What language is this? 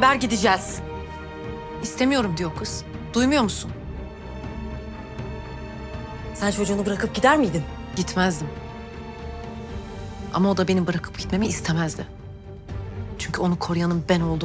Turkish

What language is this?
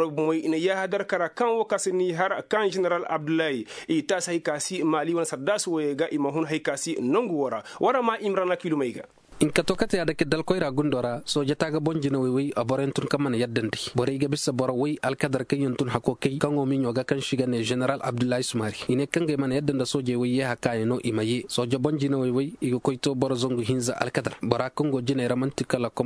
Koyraboro Senni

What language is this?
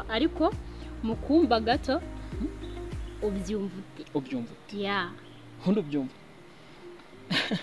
Kinyarwanda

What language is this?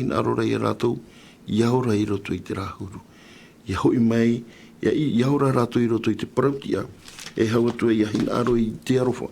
Tahitian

